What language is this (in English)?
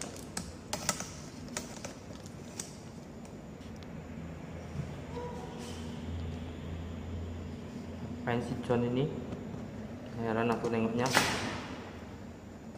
Indonesian